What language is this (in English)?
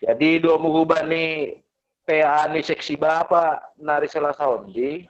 Batak Simalungun